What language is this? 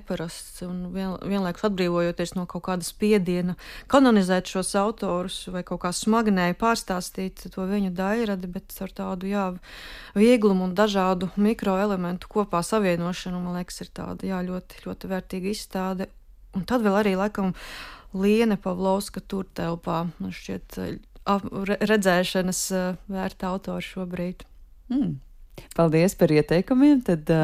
Latvian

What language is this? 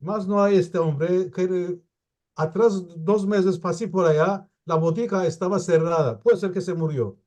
Ladino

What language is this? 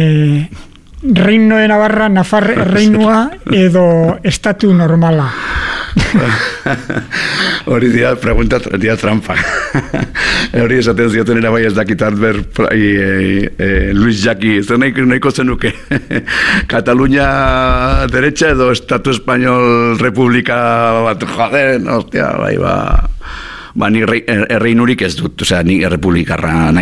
Basque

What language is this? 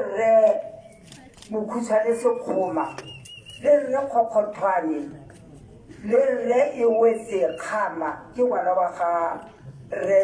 Tswana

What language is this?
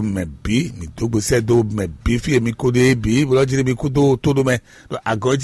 Fon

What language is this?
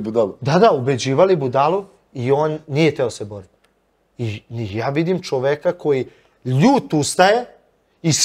Serbian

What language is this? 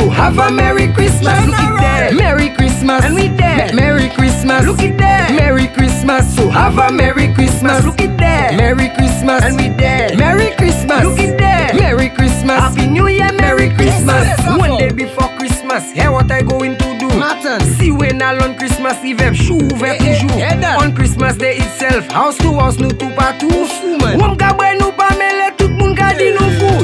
English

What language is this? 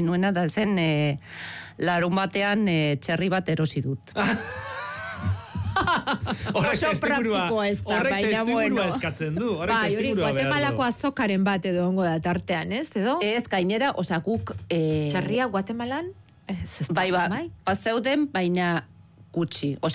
Basque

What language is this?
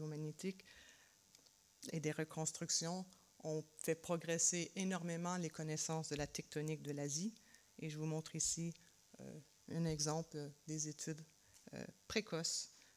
French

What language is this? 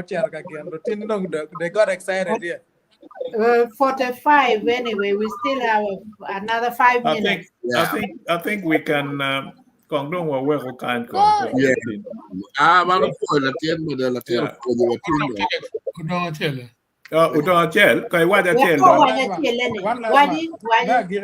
Acoli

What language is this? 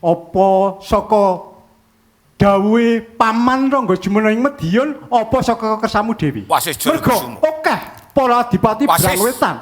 Javanese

